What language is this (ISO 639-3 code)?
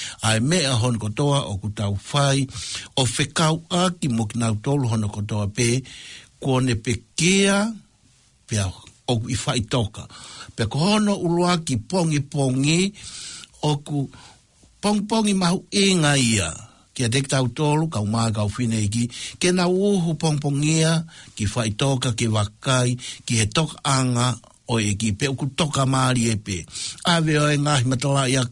ton